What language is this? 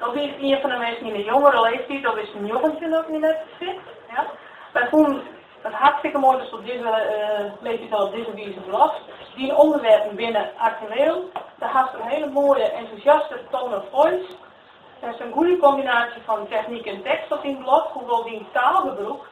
Western Frisian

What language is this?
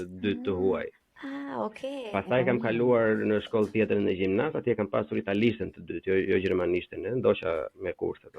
Albanian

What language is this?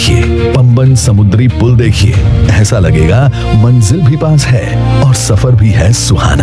Hindi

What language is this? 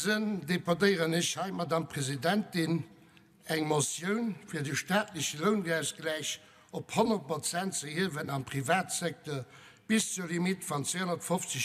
Luxembourgish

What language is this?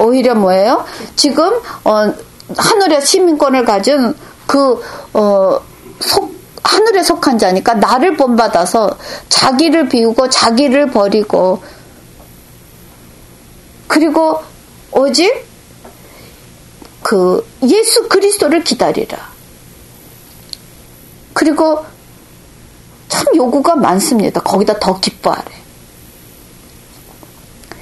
Korean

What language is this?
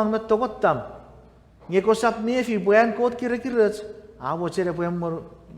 Chuukese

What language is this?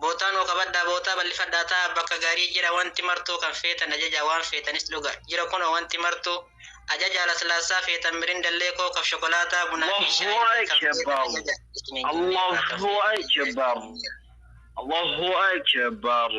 Oromo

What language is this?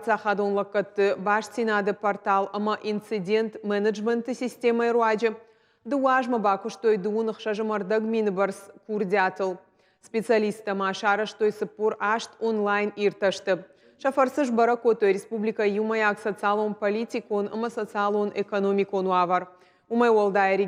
Ossetic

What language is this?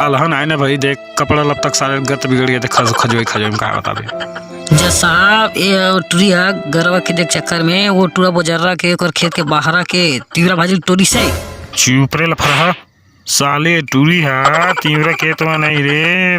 Chhattisgarhi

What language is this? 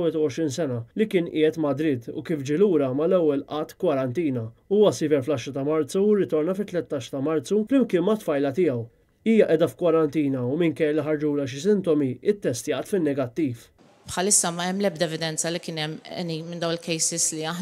Maltese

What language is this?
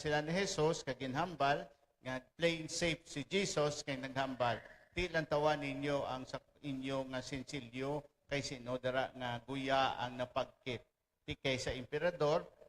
Hiligaynon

